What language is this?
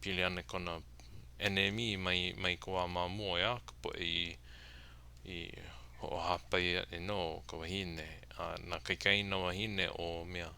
Hawaiian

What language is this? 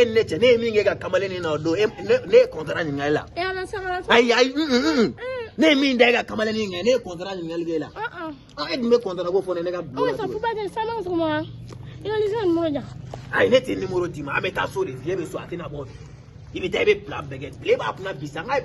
Bambara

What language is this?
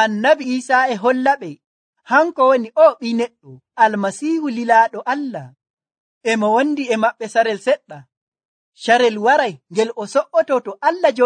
Nigerian Fulfulde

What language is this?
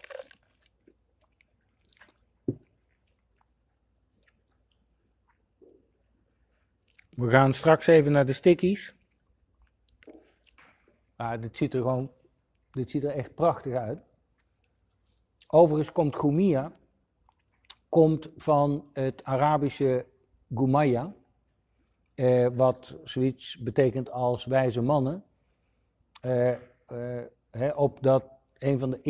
Dutch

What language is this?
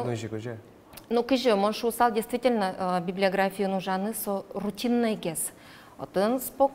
Udmurt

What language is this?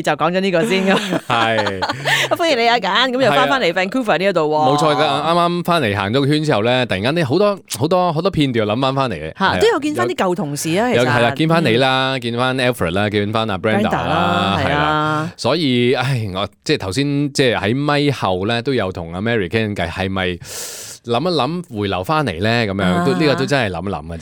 Cantonese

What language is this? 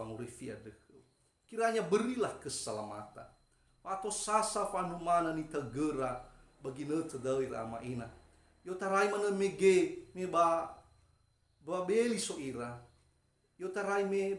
Nias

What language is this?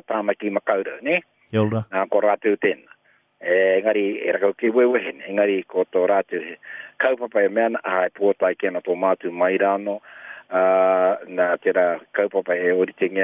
Māori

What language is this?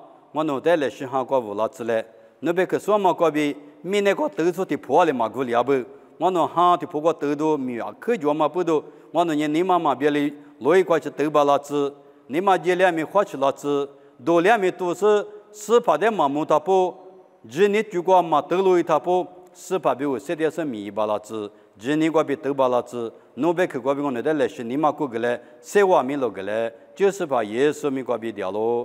Lisu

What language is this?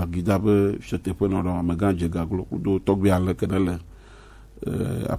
Gen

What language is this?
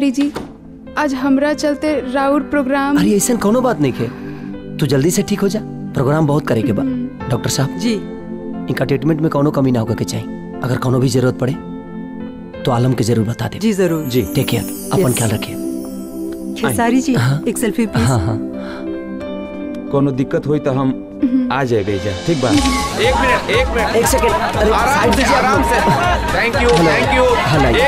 Bhojpuri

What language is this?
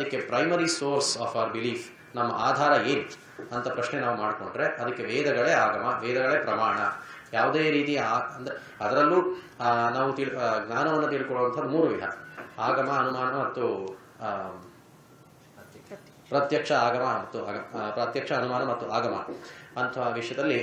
Kannada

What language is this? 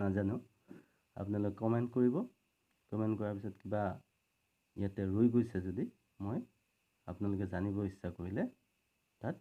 Assamese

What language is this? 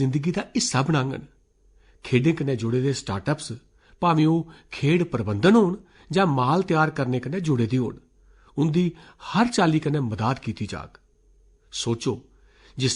Dogri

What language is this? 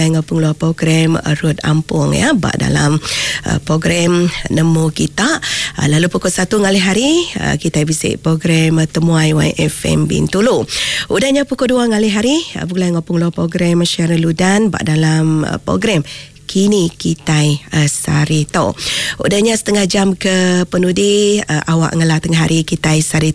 Iban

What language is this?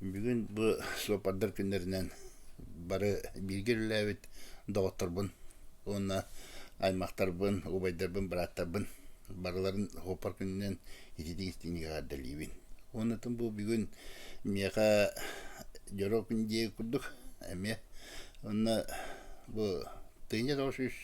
Yakut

